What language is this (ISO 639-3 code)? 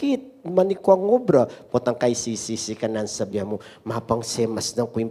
pam